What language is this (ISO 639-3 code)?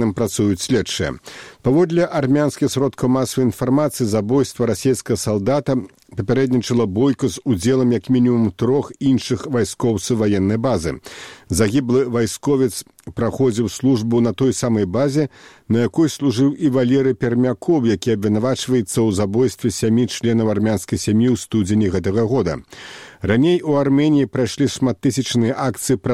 bel